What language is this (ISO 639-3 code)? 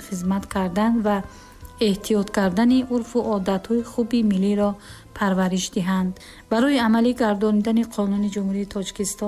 tgk